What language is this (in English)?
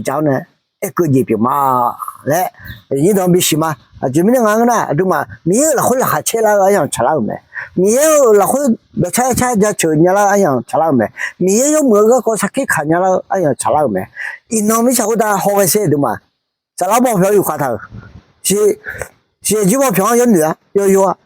Akha